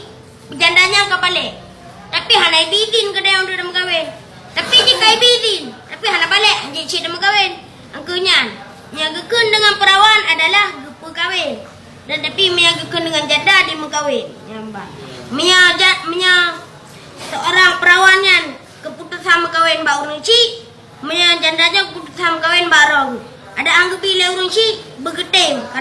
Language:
Achinese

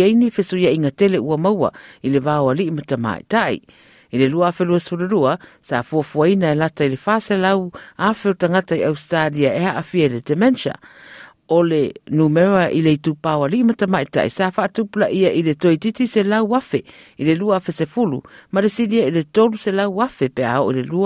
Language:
Samoan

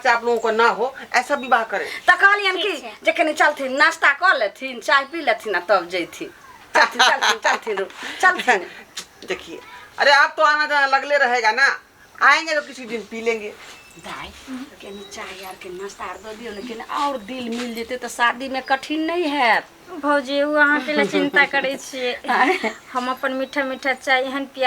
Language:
Maithili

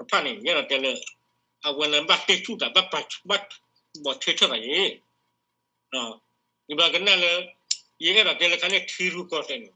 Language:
S'gaw Karen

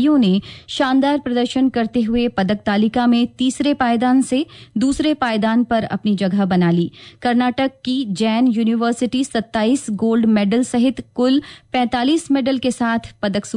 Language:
Hindi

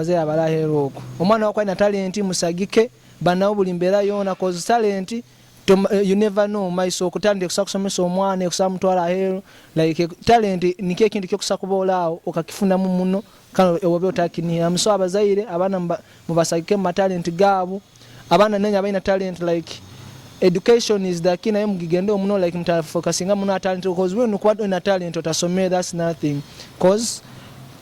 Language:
Nyoro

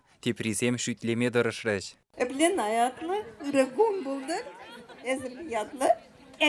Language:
Chuvash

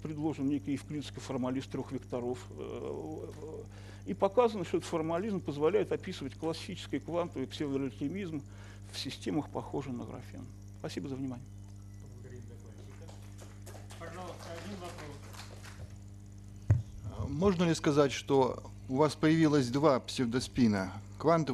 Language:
Russian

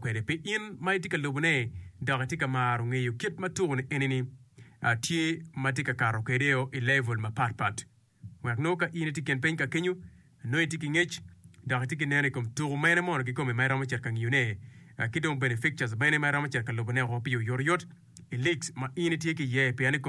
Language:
Acoli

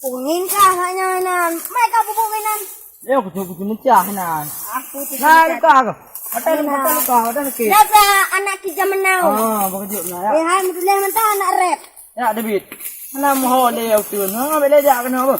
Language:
Achinese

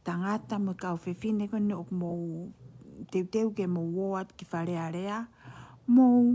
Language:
Tongan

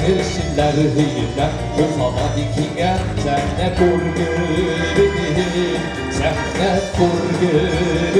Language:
Bashkir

